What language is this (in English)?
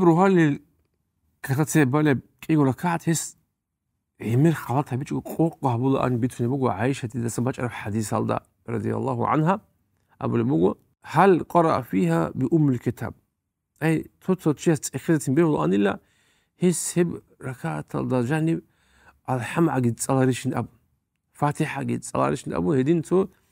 Avaric